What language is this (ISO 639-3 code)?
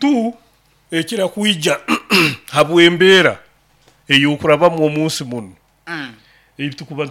nyo